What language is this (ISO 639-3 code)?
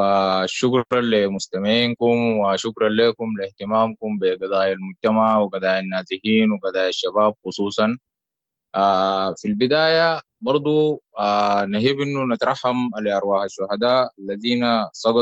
apd